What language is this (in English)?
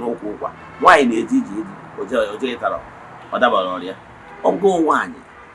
Igbo